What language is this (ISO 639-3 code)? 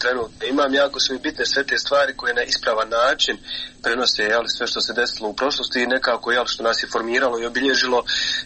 bos